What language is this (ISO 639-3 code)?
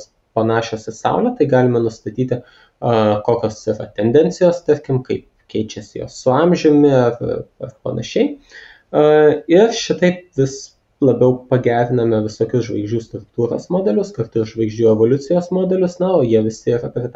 lit